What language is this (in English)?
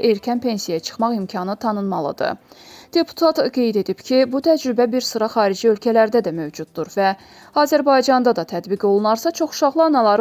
Azerbaijani